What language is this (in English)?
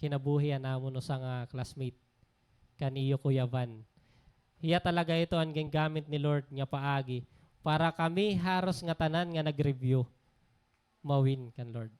Waray